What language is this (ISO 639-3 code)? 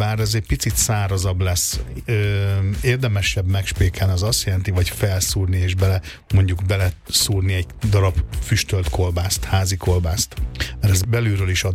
hun